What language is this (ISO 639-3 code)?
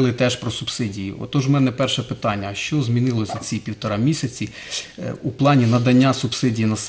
ukr